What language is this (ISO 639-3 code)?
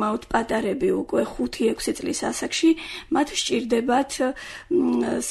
kat